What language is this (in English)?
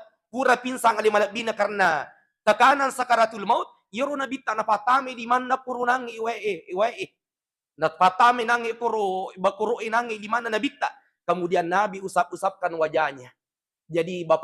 Buginese